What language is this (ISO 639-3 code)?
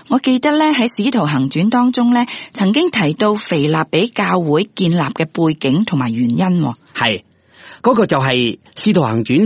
yue